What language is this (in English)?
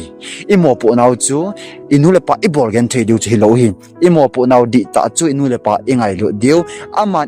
Thado Chin